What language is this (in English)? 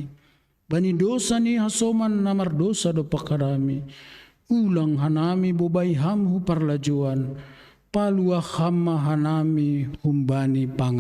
Batak Simalungun